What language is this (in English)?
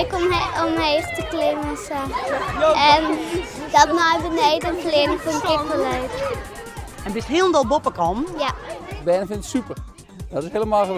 Western Frisian